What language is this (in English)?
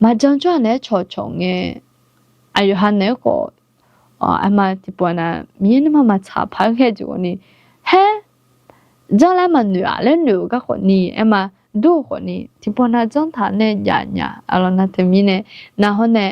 Akha